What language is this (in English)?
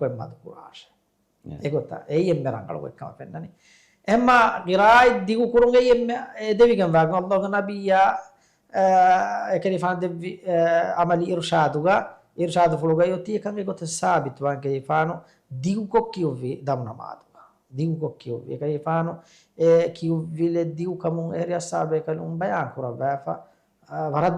Divehi